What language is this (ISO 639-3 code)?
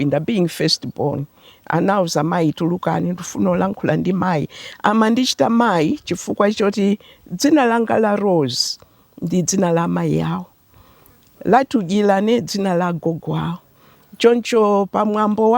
nya